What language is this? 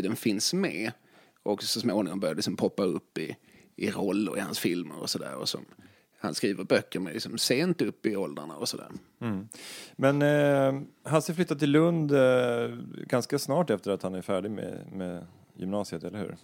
Swedish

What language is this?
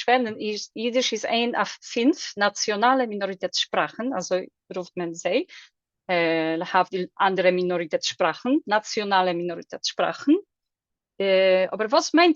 Yiddish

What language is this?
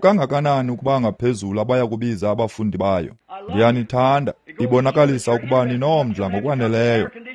Xhosa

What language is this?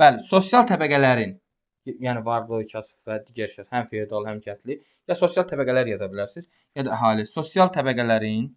Azerbaijani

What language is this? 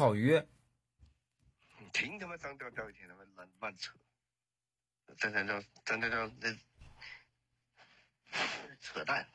Chinese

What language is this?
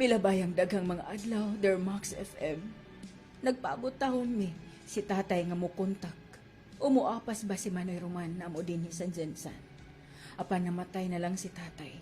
Cebuano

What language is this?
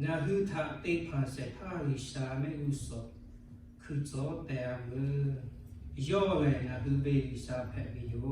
Lahu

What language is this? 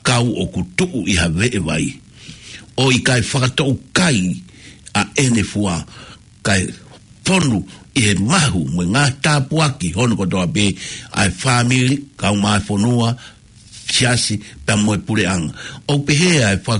Tongan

